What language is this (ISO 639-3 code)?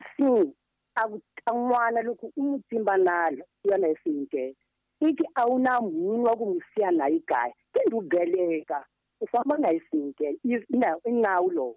tso